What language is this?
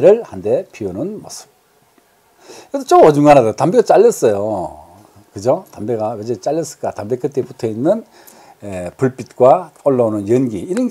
Korean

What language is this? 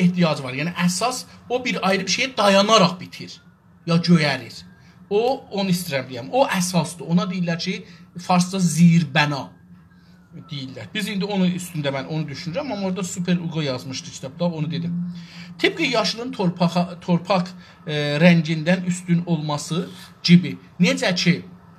South Azerbaijani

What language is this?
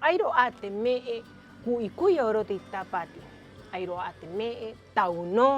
Rapanui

